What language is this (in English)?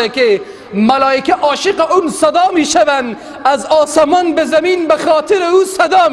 Tajik